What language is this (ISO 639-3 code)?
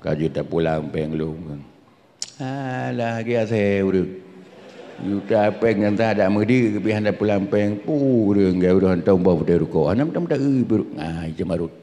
ace